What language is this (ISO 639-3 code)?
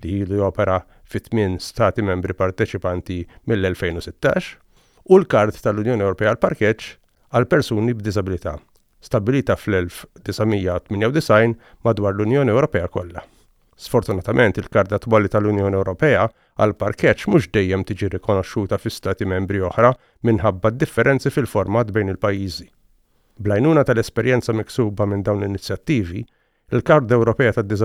mlt